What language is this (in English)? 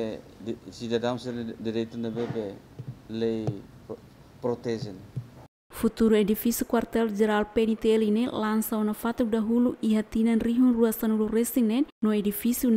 Tetum